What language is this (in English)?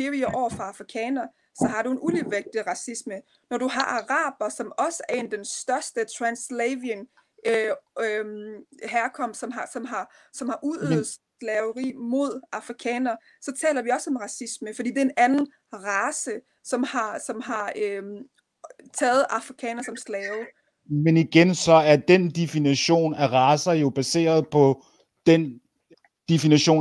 Danish